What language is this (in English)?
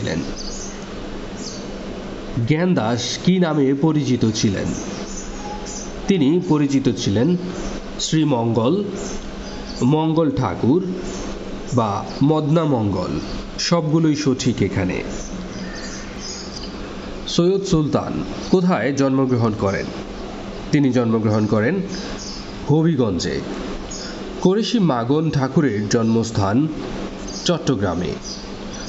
Bangla